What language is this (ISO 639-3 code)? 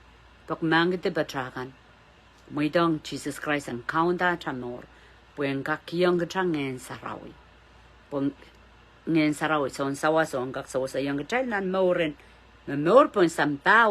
pon